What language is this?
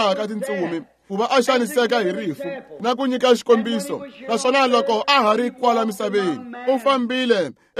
Tsonga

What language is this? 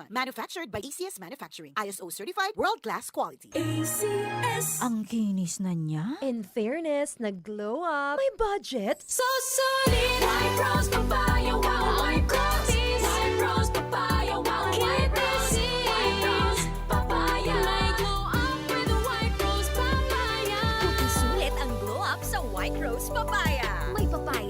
Bikol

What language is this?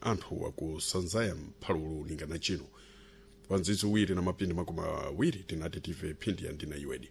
Sena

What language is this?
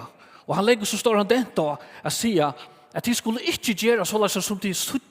Faroese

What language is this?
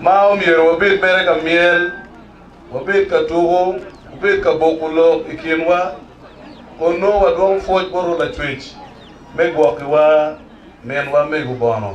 Acoli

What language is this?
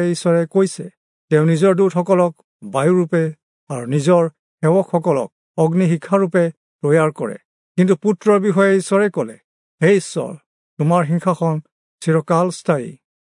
Assamese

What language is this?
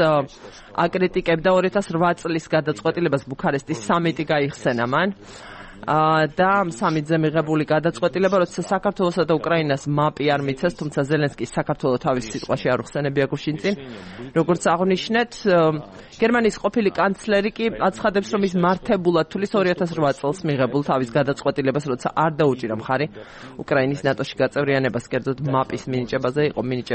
Georgian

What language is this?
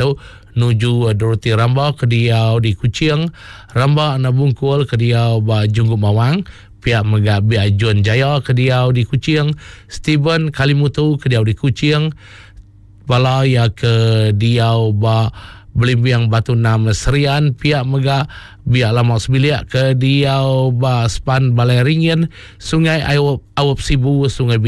Iban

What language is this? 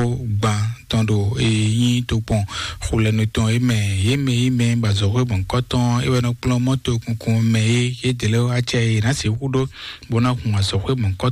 Fon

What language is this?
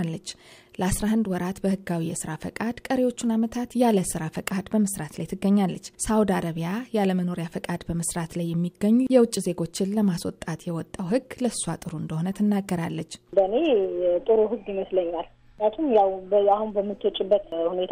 Amharic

